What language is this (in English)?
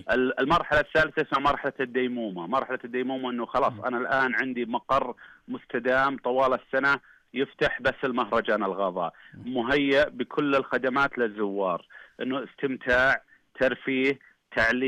Najdi Arabic